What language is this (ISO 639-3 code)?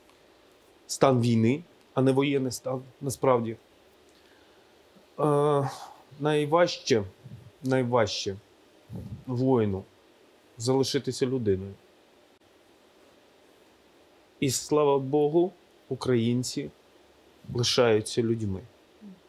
ukr